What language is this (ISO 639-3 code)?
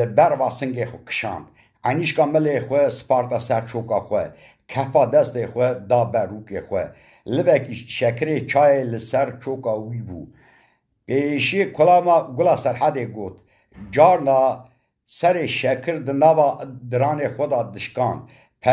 kur